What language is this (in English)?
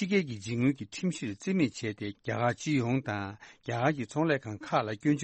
Tibetan